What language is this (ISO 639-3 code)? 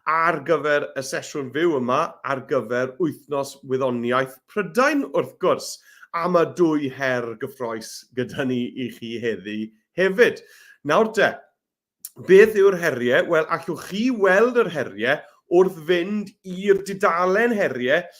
cym